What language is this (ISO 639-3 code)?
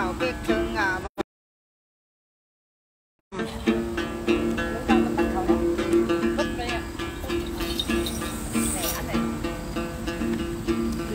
vie